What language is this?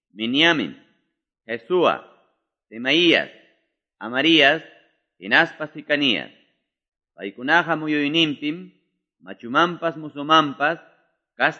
Quechua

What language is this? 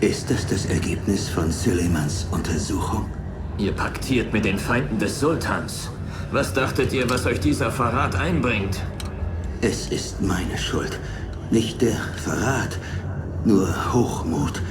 Bavarian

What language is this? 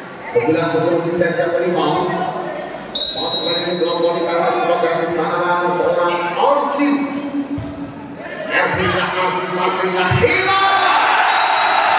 Indonesian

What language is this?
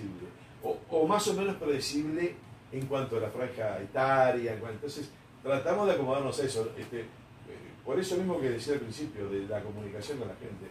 Spanish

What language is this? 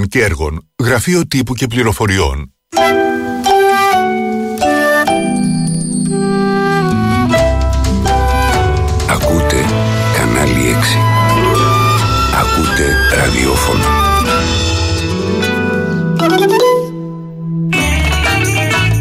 Greek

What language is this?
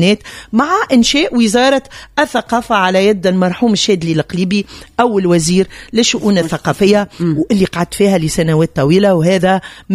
Tunisian Arabic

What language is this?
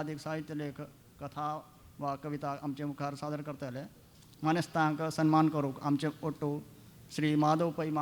Konkani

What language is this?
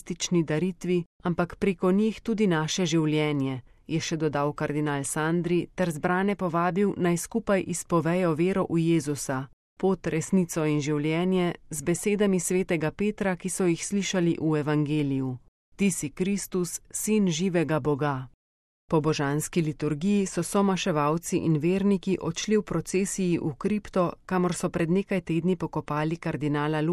Slovenian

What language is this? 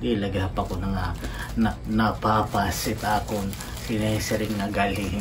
Waray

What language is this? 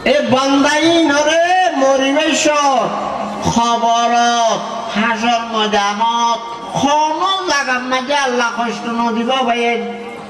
Rohingya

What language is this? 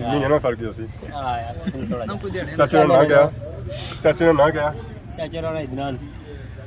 Pahari-Potwari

